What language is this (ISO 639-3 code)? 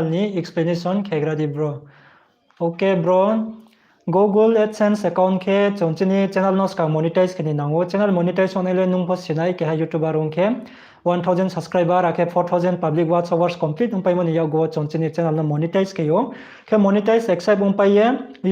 ria